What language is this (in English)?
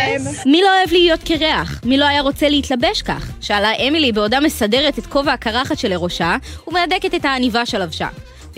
Hebrew